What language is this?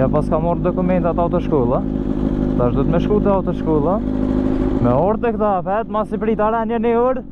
Albanian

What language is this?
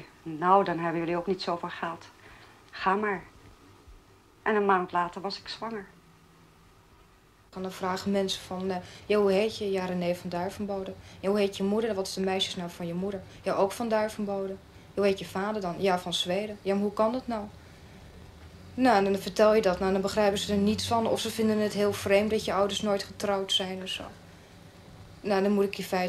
Dutch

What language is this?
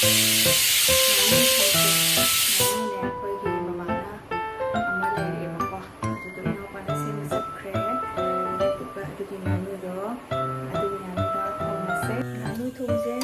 Manipuri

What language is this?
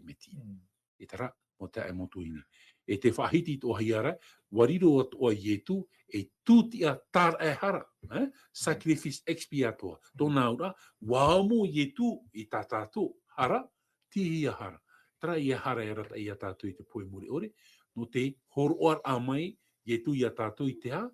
Tahitian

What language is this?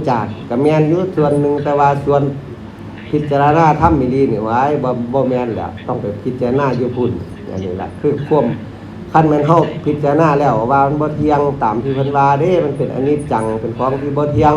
Lao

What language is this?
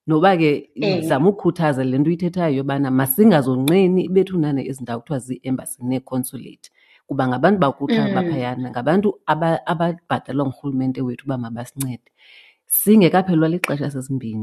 Xhosa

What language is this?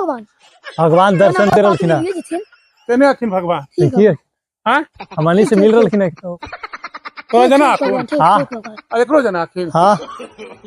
Magahi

